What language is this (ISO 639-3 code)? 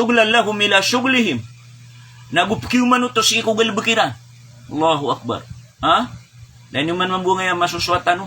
mrw